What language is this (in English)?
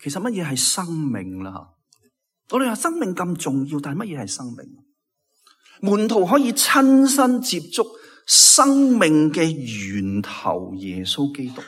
Cantonese